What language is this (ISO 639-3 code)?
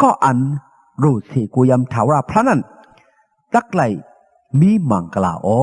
shn